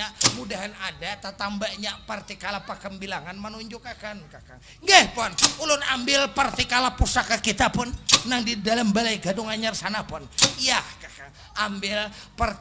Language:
Banjar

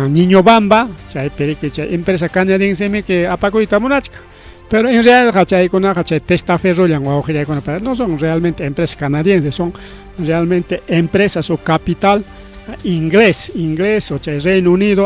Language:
Ayacucho Quechua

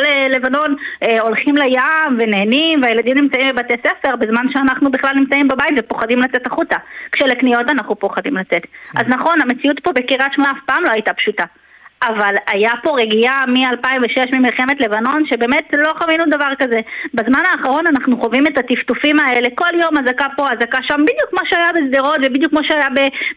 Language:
Hebrew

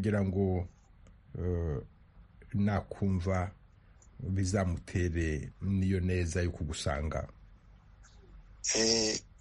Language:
Kinyarwanda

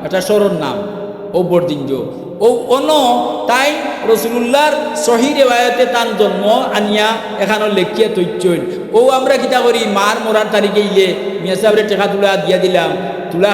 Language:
Sylheti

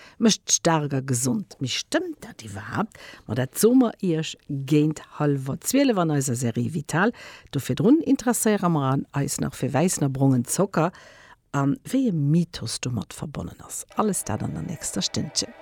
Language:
Luxembourgish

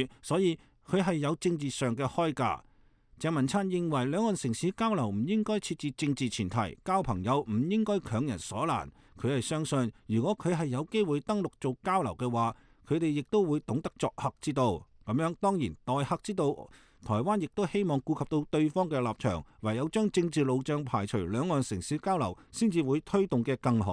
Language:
Cantonese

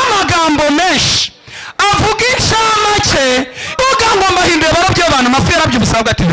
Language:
Kinyarwanda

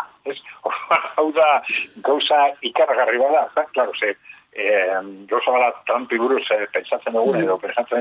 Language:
Basque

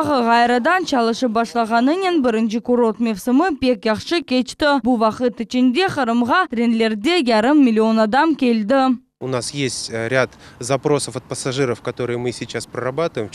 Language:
Crimean Tatar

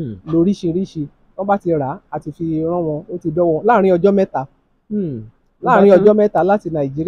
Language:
Yoruba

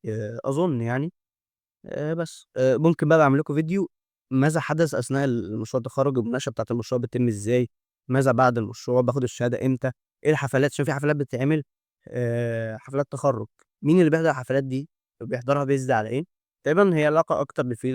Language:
Egyptian Arabic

